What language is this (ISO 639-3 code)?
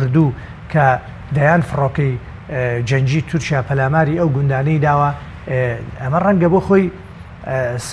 ckb